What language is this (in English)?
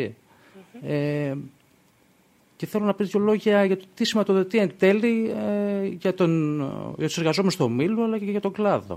Greek